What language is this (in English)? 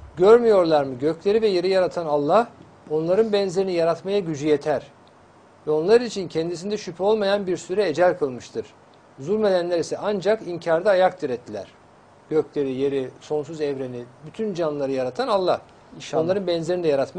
Turkish